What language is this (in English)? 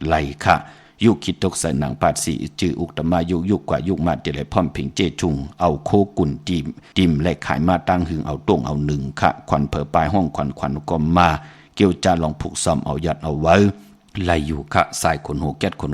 Shan